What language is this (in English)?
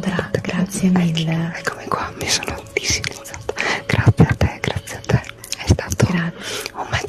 Italian